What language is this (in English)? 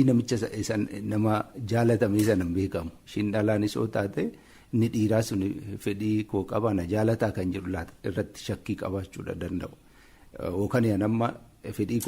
Oromo